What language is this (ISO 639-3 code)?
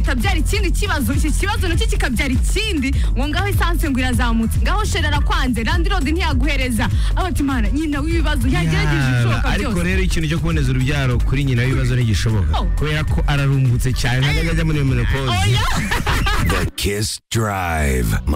kin